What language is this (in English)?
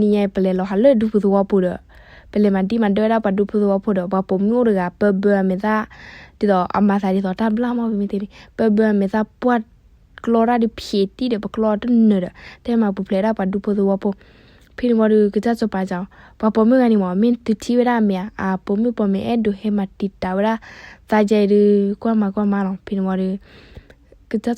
S'gaw Karen